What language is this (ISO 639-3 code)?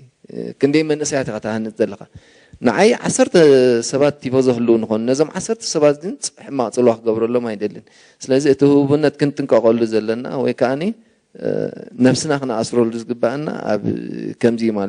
tir